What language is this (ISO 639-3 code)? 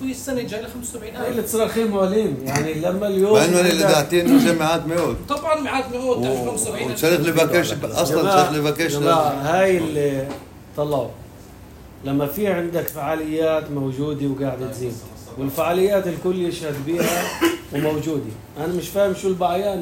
apc